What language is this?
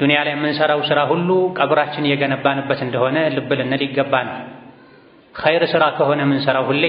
Amharic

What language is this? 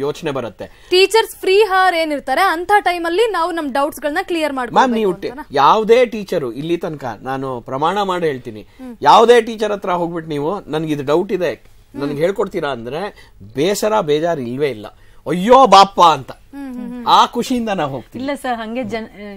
Kannada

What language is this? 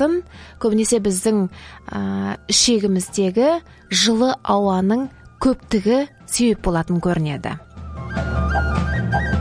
Kazakh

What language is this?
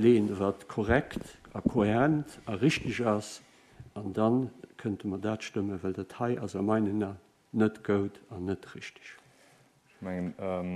Luxembourgish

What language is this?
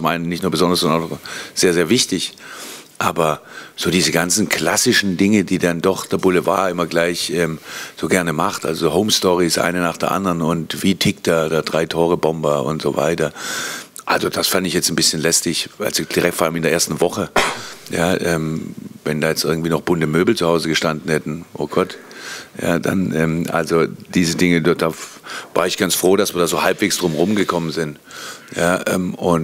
German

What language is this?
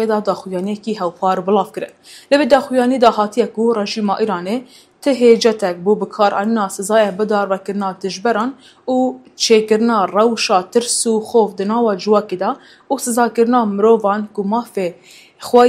Kurdish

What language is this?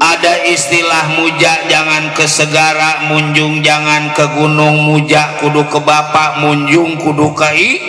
Betawi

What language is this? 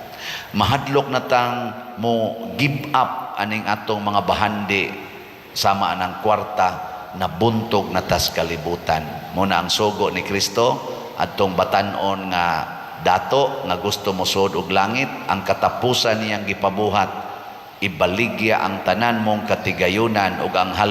Cebuano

